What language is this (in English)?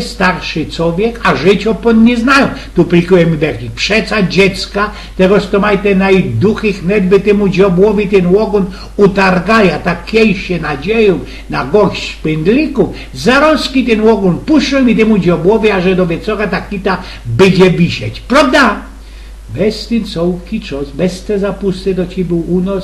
Silesian